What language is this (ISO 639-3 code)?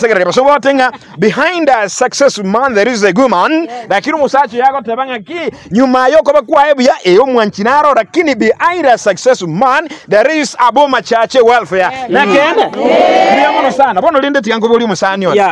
guz